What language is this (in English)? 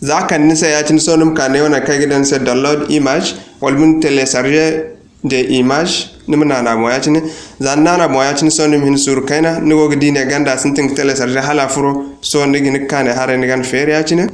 Zarma